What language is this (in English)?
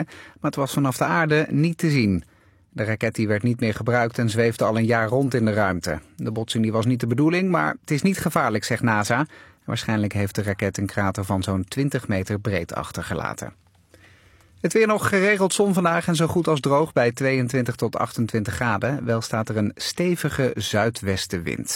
Dutch